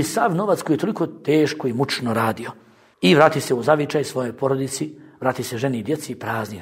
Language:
Bosnian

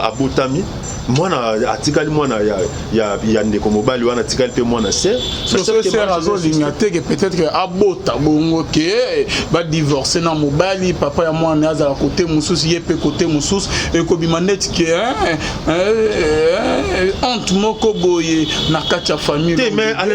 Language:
Lingala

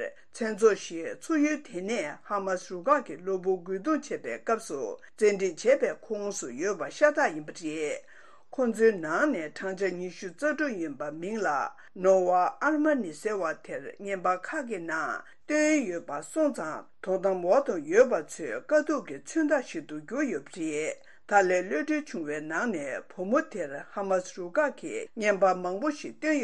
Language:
Tibetan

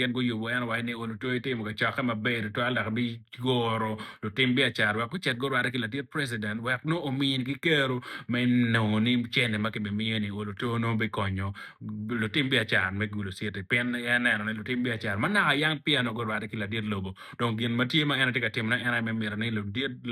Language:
Acoli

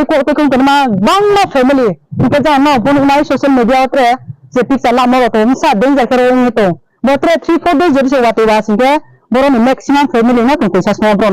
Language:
Riang (India)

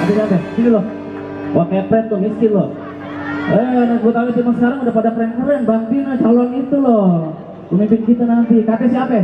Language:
Betawi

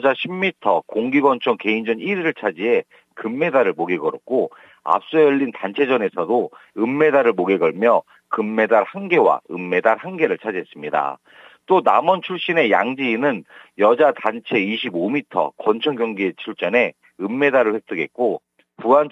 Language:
Korean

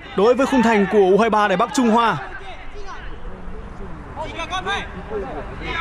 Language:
Vietnamese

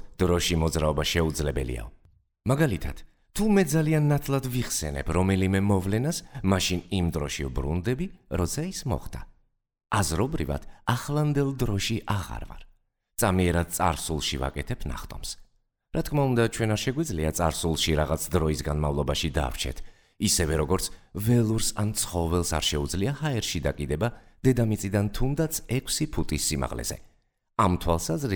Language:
Georgian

